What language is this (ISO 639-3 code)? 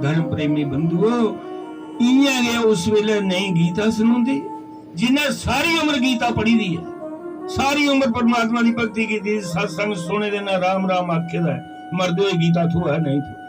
doi